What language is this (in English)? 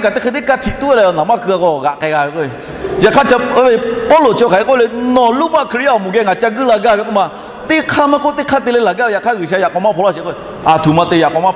Lahu